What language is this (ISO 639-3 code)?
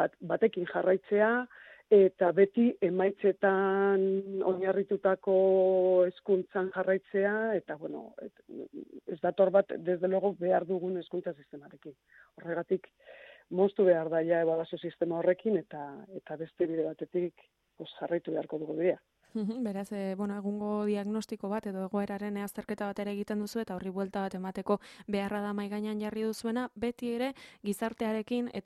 eus